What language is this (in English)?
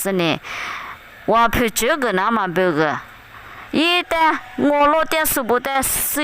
Lisu